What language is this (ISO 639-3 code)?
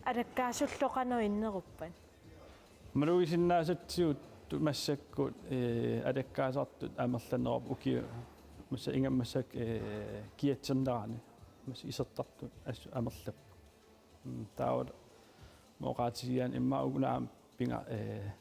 kal